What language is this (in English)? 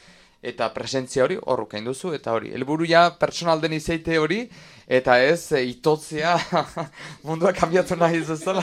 Basque